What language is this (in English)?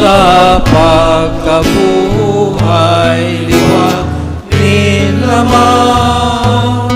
Bikol